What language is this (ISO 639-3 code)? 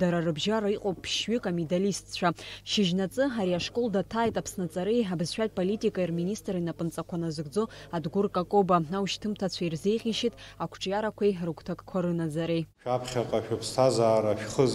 abk